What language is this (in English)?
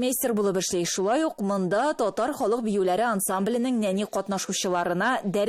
Tatar